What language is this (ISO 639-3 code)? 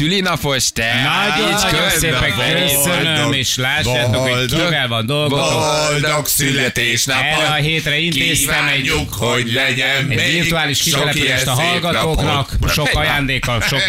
hun